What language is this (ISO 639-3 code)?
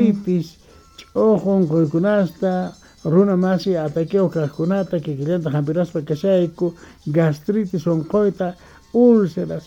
quh